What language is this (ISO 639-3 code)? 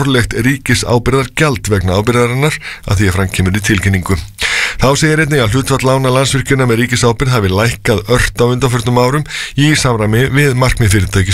isl